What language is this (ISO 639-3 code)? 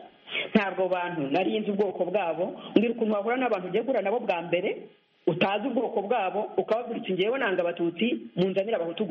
kin